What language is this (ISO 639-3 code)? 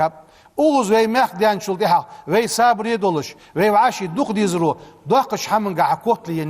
inh